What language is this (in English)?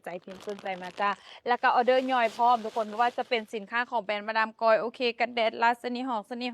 Lao